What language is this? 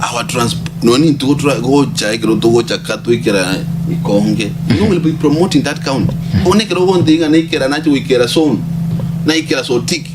Gusii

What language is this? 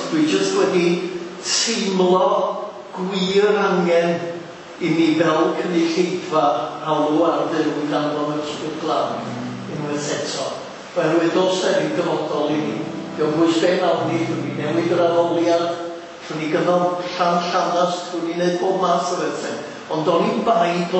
Welsh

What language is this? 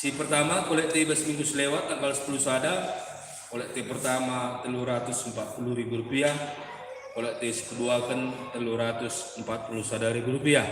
Batak Karo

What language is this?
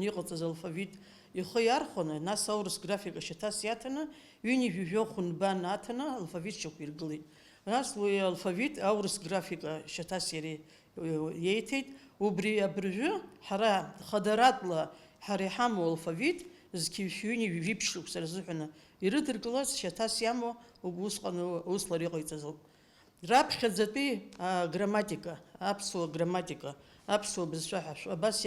Abkhazian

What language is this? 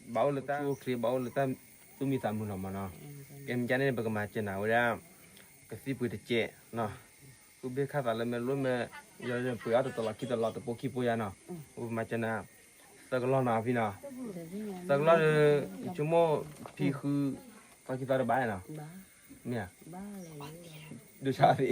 S'gaw Karen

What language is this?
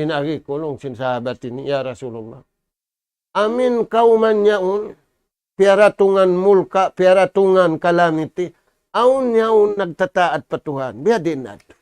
Tausug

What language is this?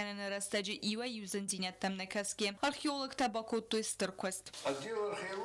Ossetic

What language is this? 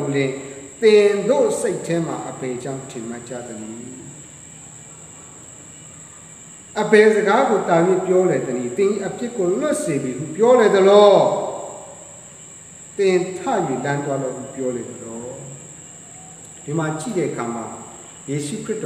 Burmese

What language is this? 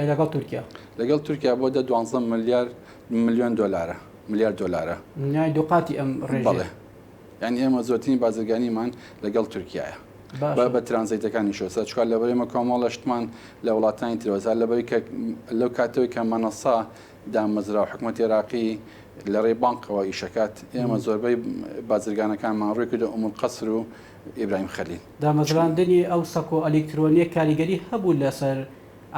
Central Kurdish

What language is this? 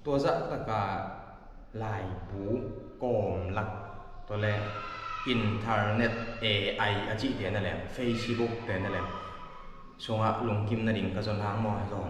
Tedim Chin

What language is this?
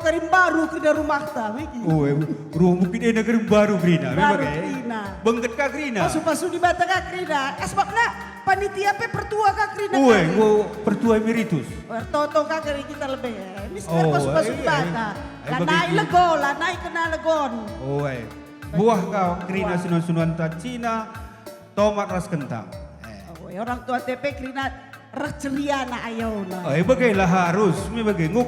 Batak Karo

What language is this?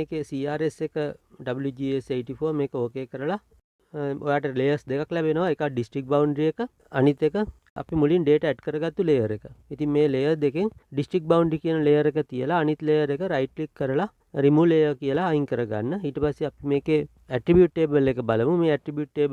Sinhala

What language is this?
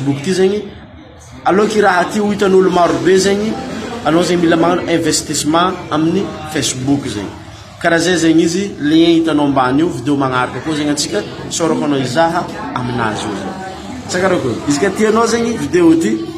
Malagasy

